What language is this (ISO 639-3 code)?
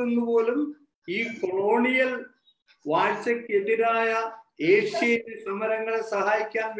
mal